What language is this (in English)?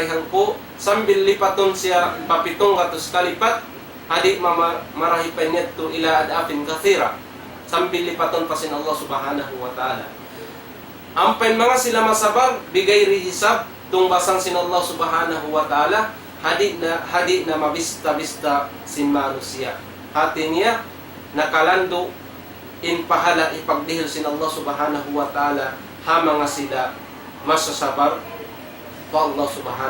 Tausug